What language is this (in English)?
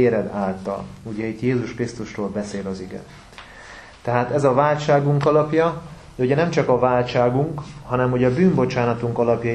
Hungarian